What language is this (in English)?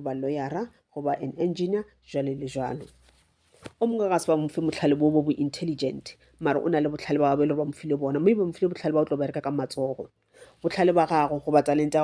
Northern Sotho